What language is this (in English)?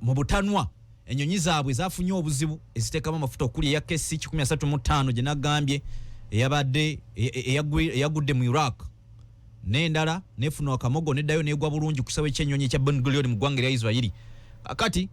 Ganda